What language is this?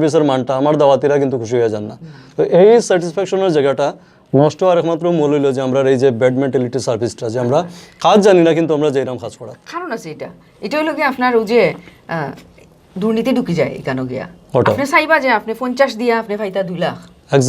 Sylheti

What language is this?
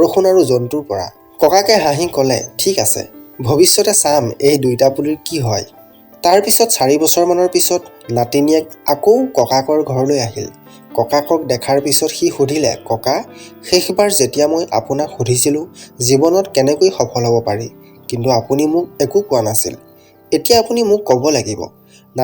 Assamese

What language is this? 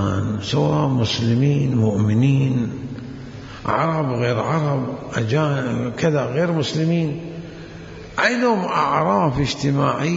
Mesopotamian Arabic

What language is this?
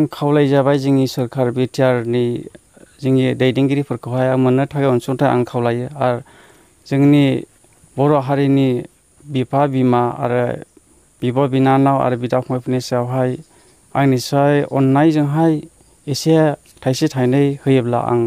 Bodo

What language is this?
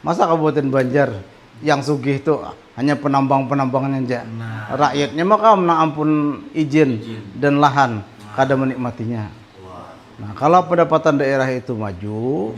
Banjar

